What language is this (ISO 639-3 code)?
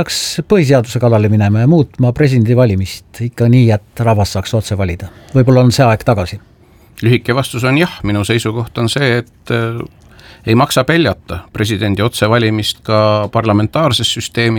est